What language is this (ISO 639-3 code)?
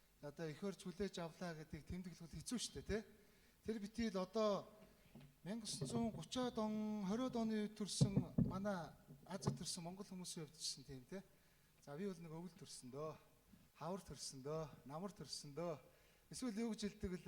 mon